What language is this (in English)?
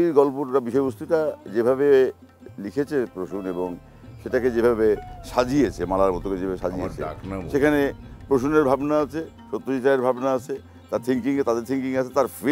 Bangla